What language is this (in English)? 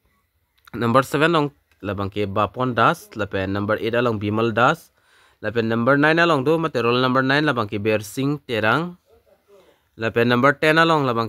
Karbi